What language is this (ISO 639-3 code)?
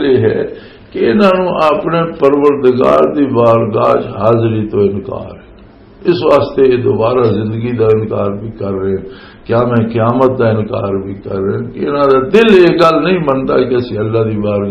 lah